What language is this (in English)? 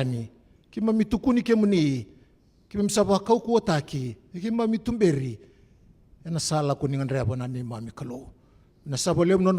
Fijian